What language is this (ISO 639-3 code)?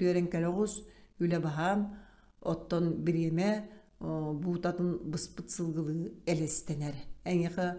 sah